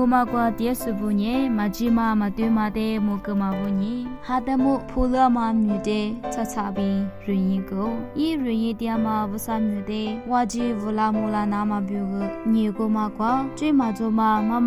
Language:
Lisu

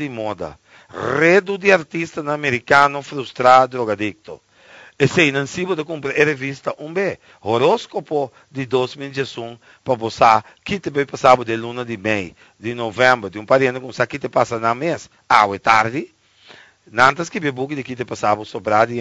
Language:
Portuguese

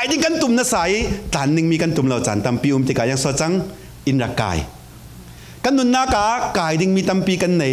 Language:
Falam Chin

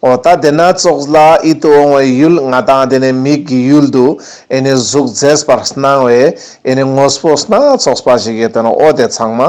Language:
Ladakhi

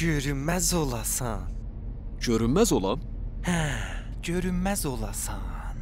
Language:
South Azerbaijani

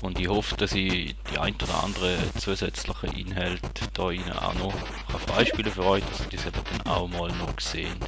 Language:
Swiss German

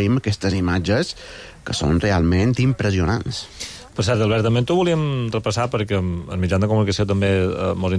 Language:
Catalan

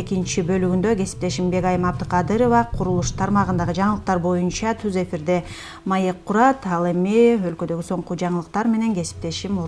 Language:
Kyrgyz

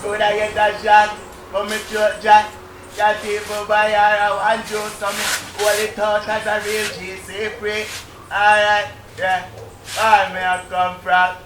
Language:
Jamaican Creole English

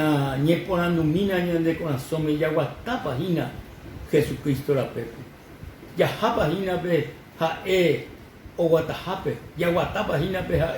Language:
Guarani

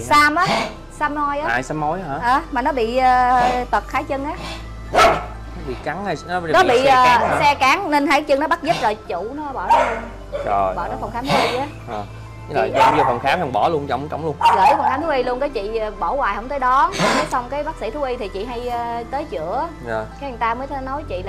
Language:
Vietnamese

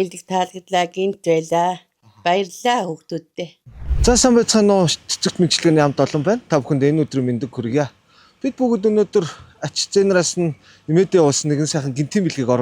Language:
Mongolian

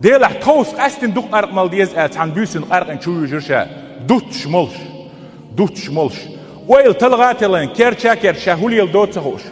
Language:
Chechen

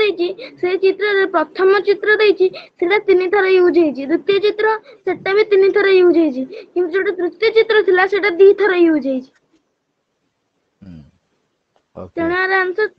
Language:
Odia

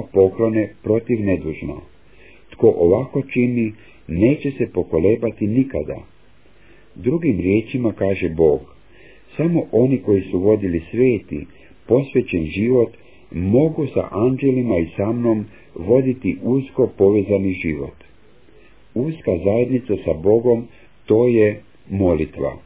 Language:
Croatian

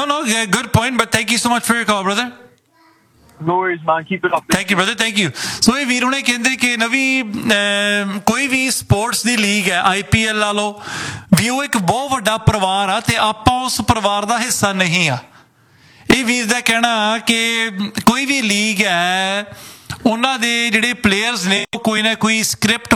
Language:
Punjabi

